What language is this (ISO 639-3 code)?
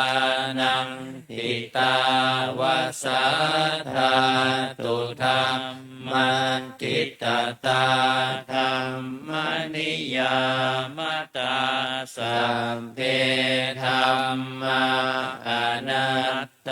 pli